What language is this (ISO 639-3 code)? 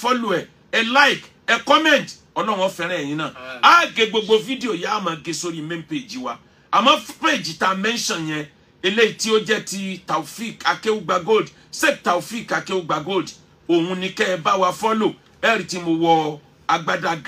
yor